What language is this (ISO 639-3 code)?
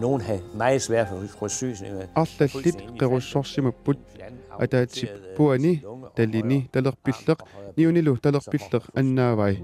kal